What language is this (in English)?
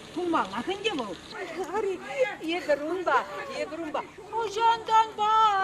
Chuvash